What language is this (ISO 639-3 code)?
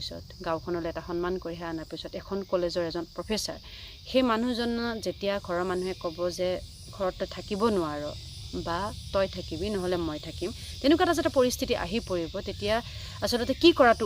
asm